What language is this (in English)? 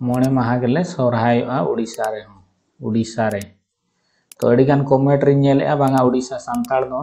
Santali